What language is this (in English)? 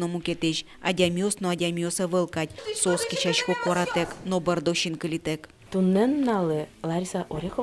Udmurt